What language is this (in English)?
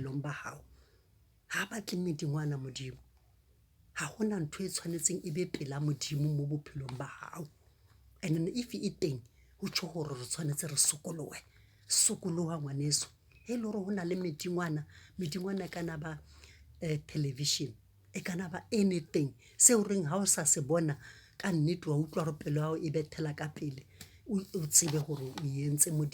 Southern Sotho